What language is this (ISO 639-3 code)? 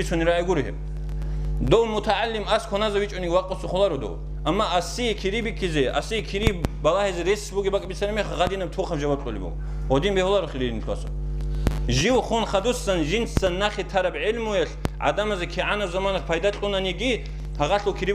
ava